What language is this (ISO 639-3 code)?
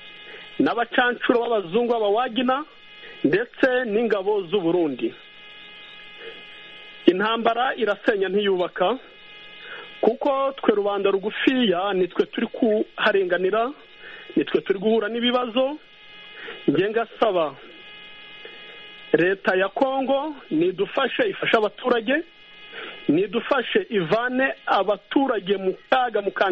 kin